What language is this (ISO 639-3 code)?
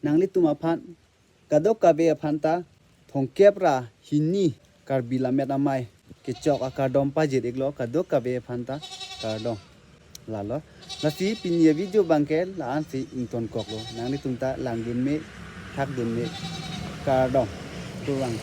mjw